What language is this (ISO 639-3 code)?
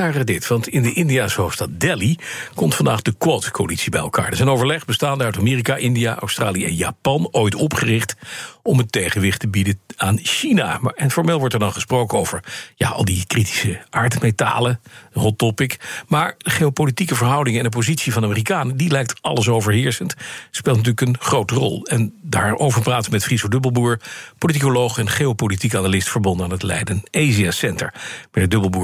nld